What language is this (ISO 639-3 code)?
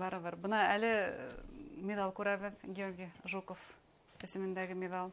bak